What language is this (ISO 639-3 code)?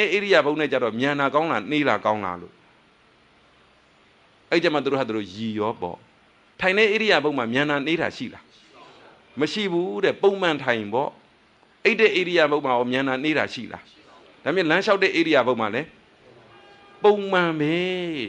mya